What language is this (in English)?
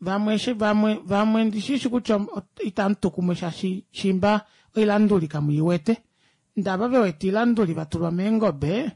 Kuanyama